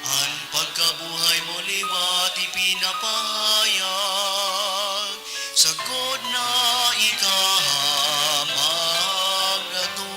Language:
Bikol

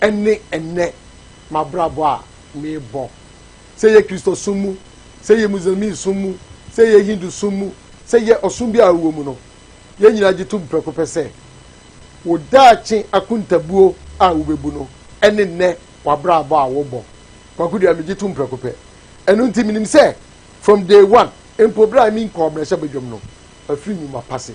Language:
Akan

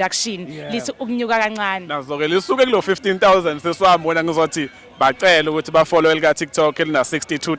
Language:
Zulu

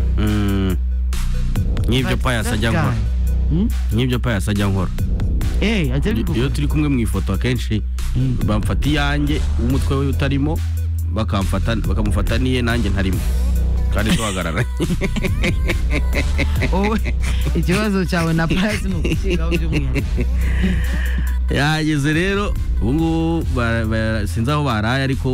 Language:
Kinyarwanda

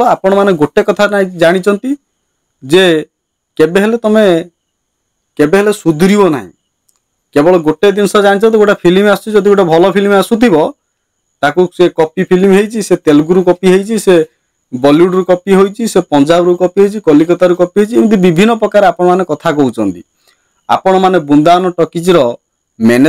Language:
Odia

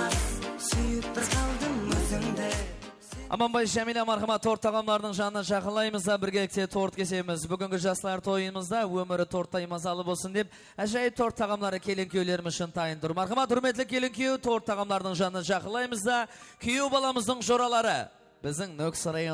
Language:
Kara-Kalpak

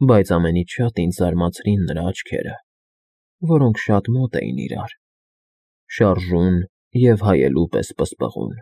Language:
Armenian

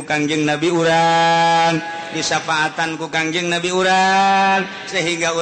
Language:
Sundanese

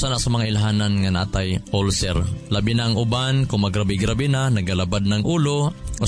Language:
Cebuano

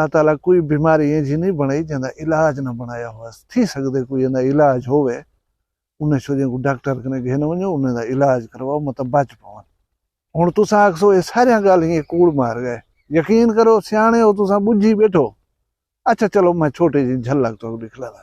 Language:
Saraiki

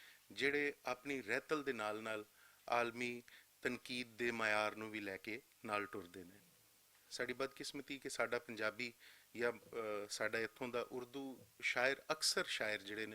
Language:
Western Panjabi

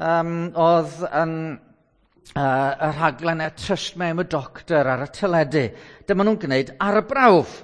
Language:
Welsh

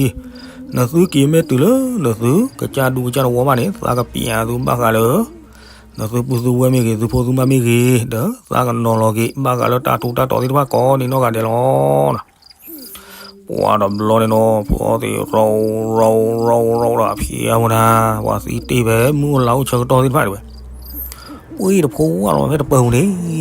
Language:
S'gaw Karen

